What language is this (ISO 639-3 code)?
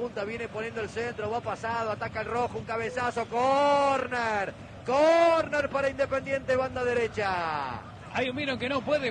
spa